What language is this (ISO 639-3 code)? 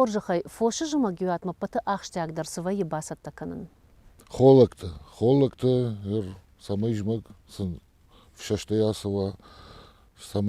oss